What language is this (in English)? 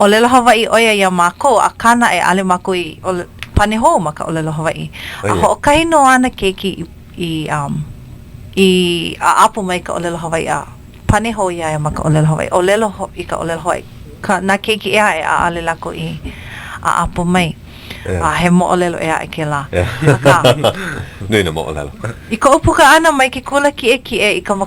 Hawaiian